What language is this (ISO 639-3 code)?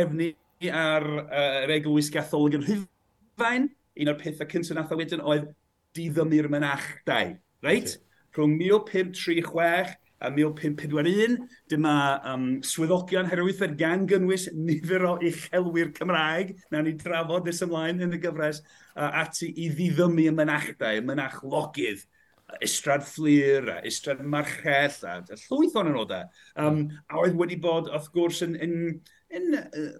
cym